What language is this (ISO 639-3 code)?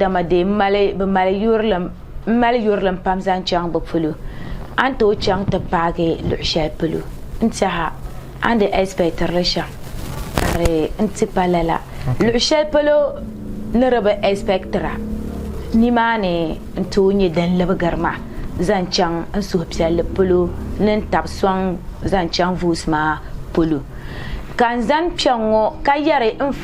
dag